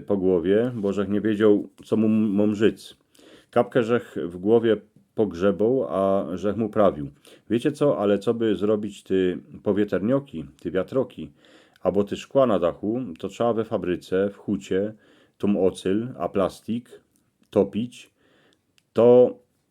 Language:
Silesian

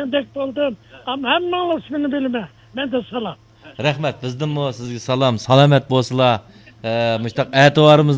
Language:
Uyghur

